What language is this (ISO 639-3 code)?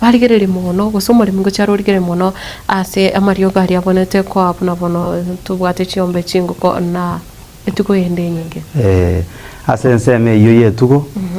guz